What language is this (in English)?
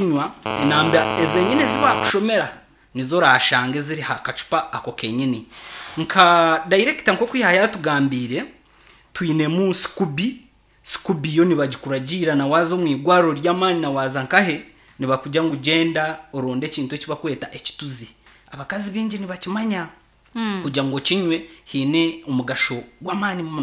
Nyankole